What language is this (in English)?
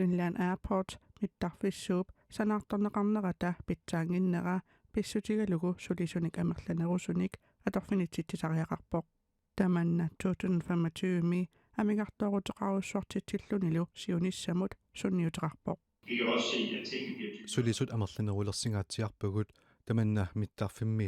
Kalaallisut